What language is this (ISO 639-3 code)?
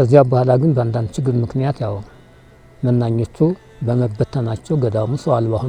amh